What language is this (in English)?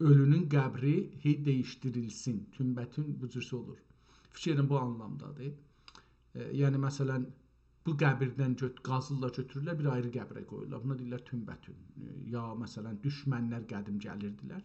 South Azerbaijani